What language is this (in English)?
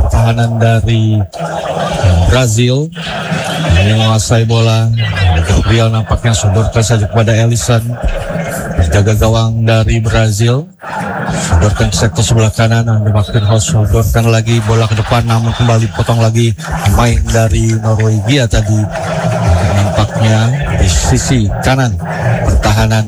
Indonesian